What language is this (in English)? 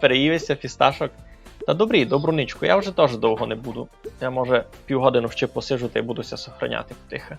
Rusyn